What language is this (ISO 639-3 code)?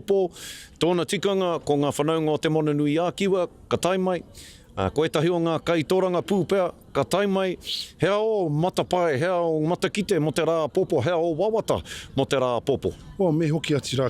mri